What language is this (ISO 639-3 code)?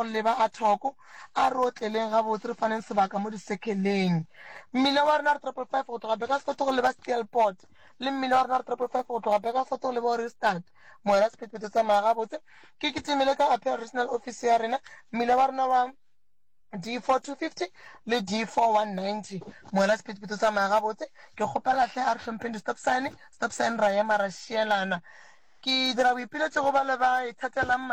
nso